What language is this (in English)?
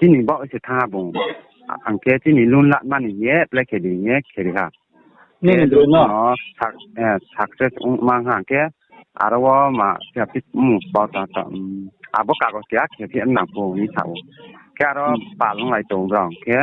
Riang (India)